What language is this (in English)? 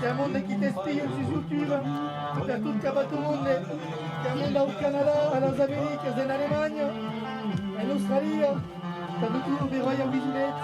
Occitan